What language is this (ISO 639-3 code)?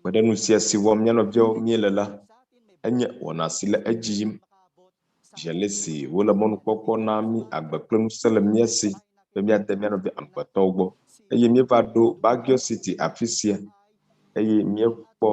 ewe